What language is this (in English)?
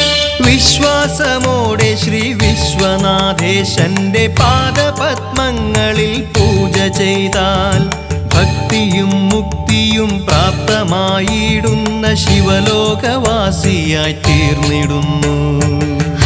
Malayalam